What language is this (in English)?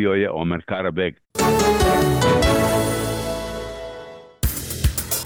Bosnian